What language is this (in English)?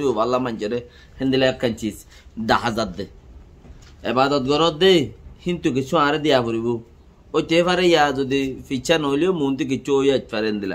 Rohingya